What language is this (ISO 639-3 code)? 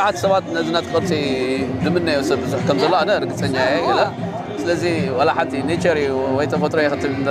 tir